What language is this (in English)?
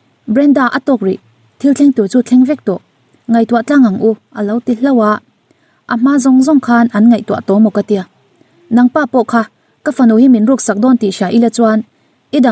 Mizo